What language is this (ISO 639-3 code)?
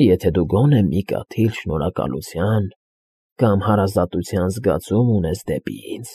hye